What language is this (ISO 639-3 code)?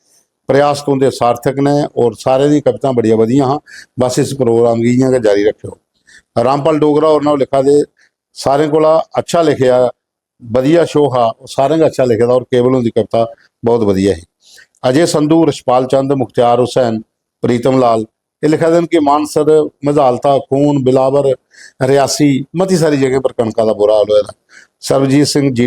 doi